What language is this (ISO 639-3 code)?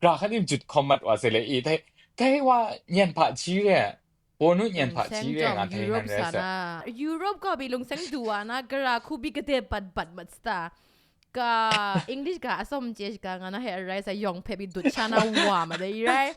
kac